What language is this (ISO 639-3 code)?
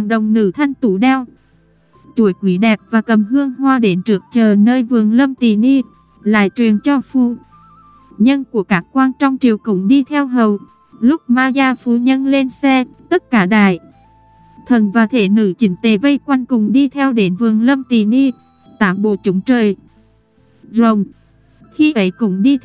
vie